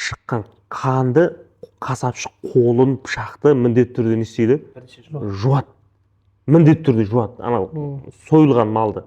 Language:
Kazakh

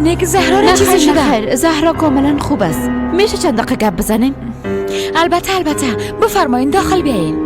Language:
Persian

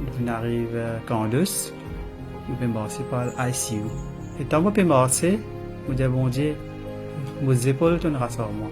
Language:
Morisyen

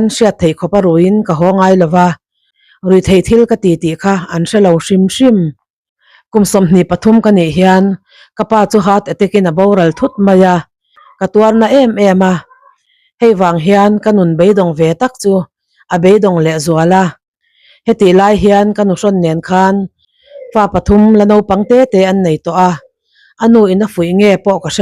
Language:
Mizo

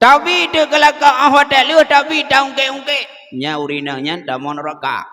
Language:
Achinese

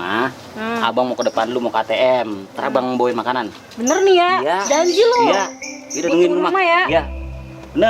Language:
Betawi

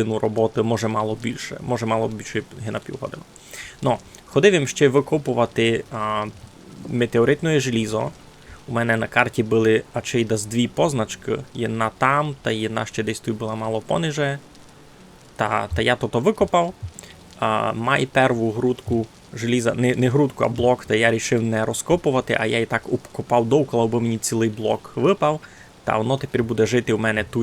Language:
Rusyn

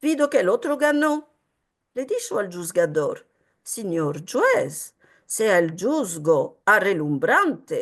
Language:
Ladino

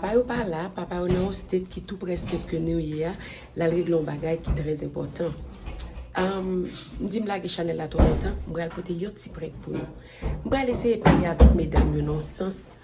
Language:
Haitian Creole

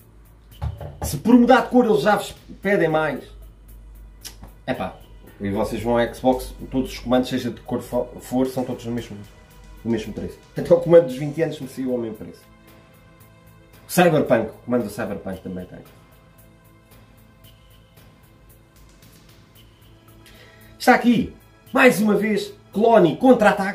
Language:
Portuguese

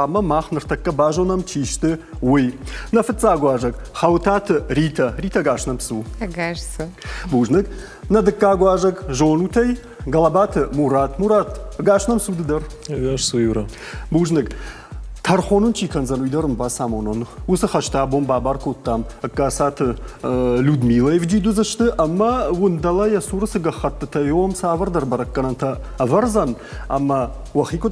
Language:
Ossetic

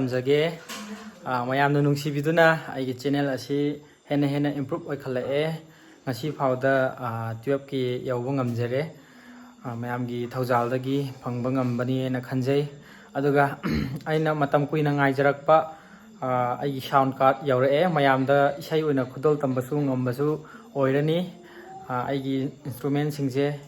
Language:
Manipuri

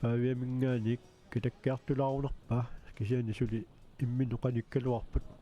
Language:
Kalaallisut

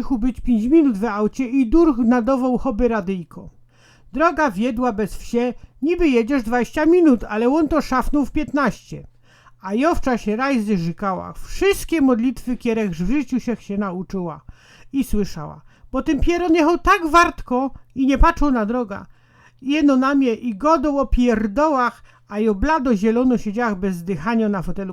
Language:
Silesian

